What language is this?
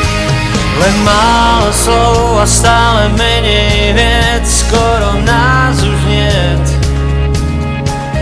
Slovak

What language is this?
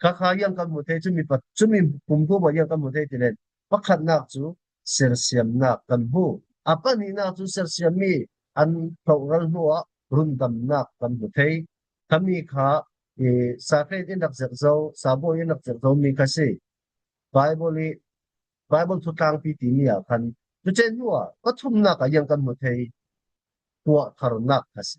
Falam Chin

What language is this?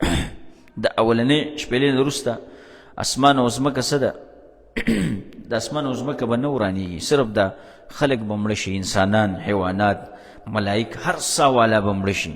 Pashto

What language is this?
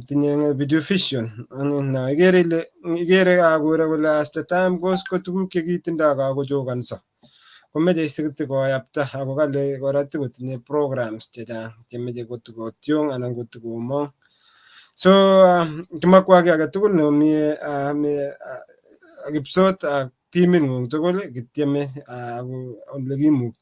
Kalenjin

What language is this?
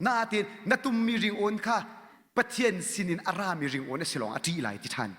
Hakha Chin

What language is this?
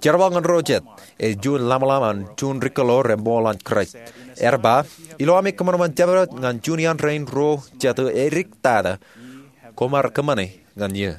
Marshallese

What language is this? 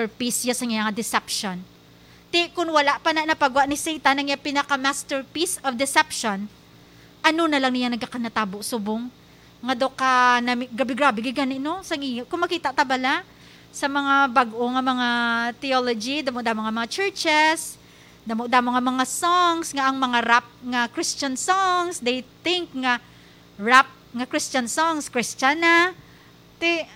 Hiligaynon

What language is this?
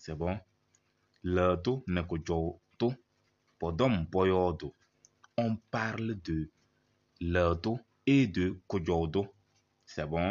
Kabiyè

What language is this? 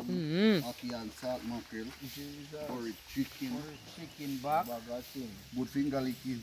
Jamaican Creole English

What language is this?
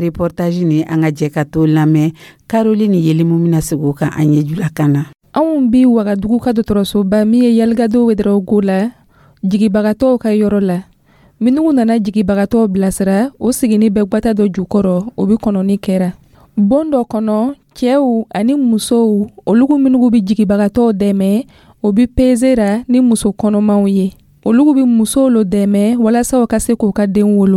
Dyula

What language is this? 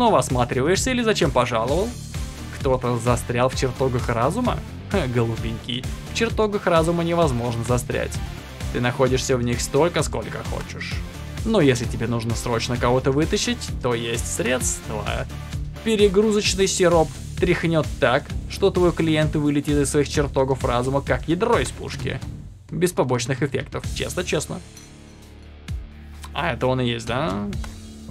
Russian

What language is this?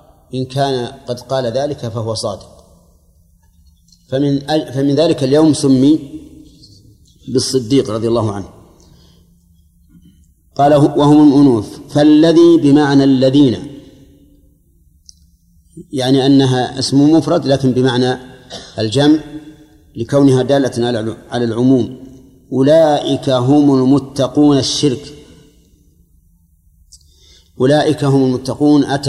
Arabic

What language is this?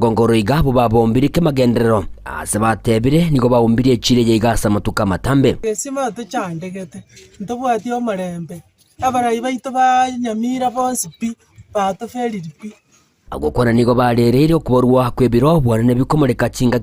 Gusii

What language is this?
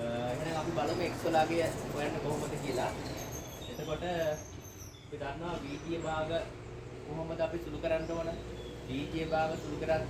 Sinhala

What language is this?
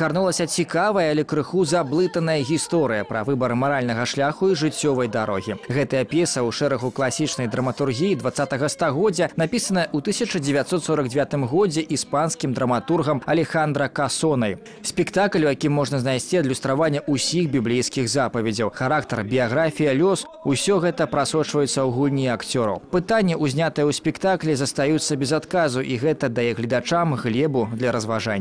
Belarusian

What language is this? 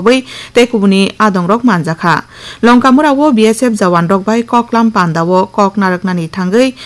Kok Borok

